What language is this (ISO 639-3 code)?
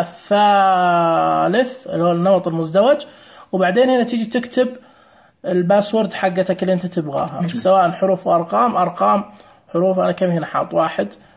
ars